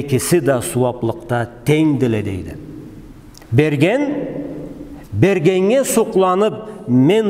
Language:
Karachay-Balkar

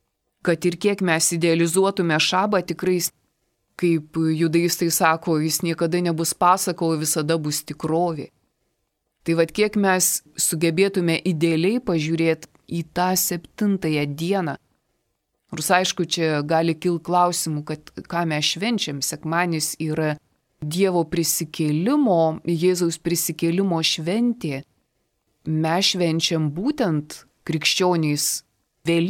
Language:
Lithuanian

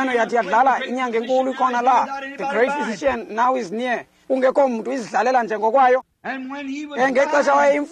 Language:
Xhosa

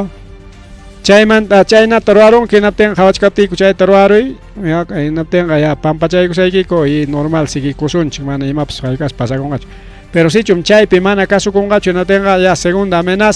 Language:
Ayacucho Quechua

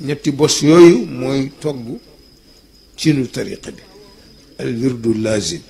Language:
Wolof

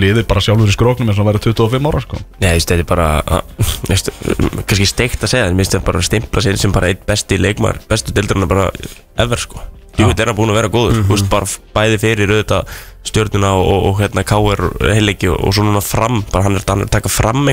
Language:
Icelandic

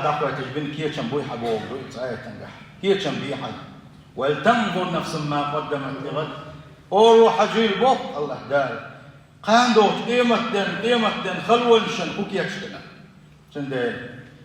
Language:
Chechen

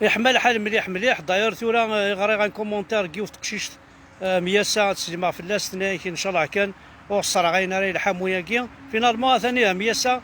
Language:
Kabyle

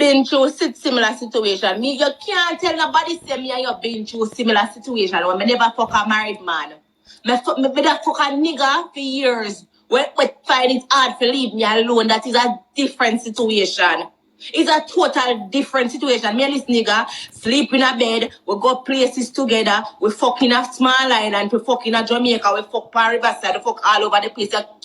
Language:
Jamaican Creole English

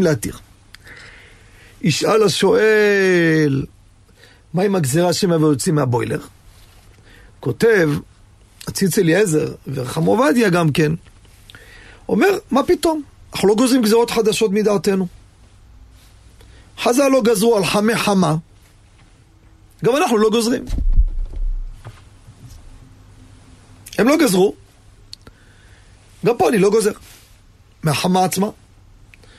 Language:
Hebrew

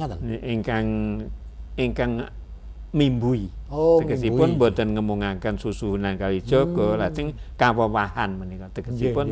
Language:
Javanese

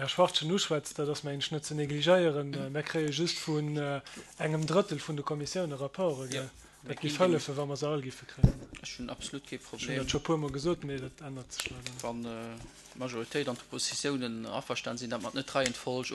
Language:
Luxembourgish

